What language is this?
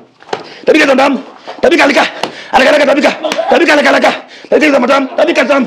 Swahili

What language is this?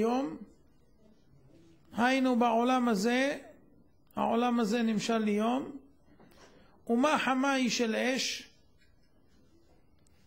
Hebrew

